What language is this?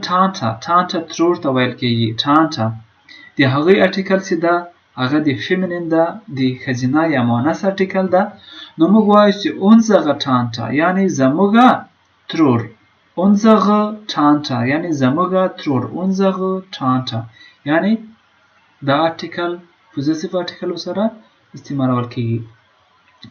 Pashto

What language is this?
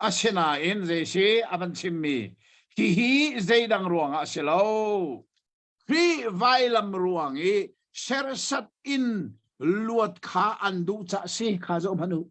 Hakha Chin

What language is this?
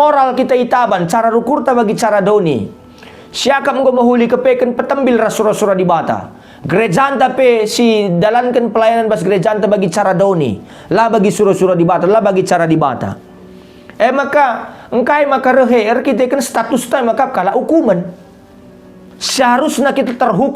Batak Karo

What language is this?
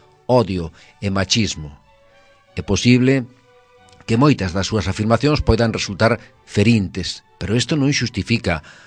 Galician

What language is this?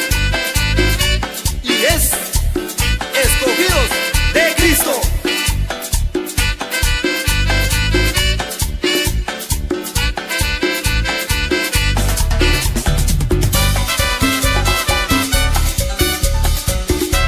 Spanish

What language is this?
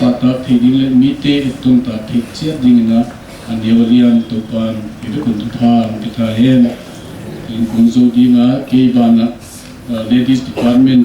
Paite Chin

